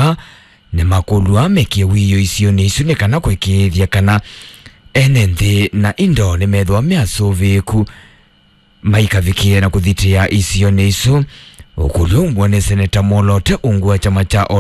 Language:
Kamba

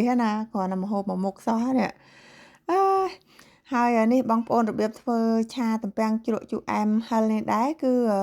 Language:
Khmer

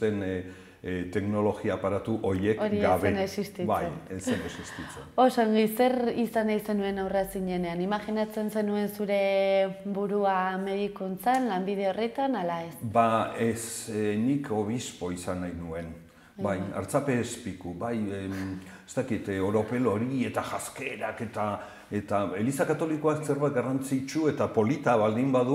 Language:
Basque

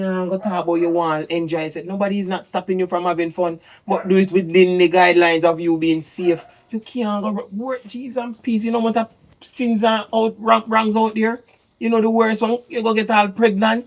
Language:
Jamaican Creole English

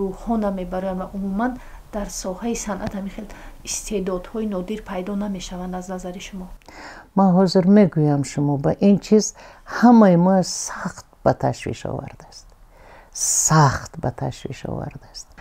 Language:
Tajik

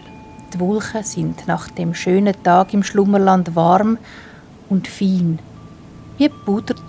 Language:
Swiss German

